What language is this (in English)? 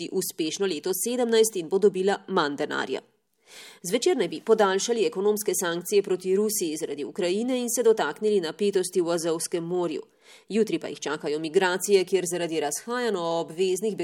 Slovenian